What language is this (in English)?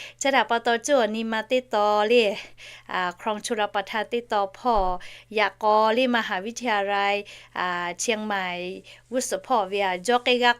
Lahu